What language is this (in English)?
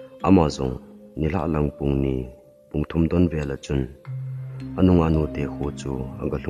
Thado Chin